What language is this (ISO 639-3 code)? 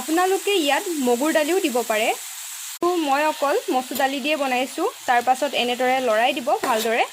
asm